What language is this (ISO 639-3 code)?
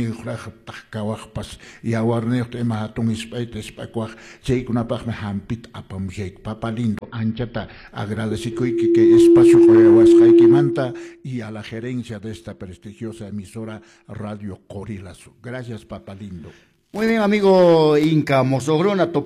que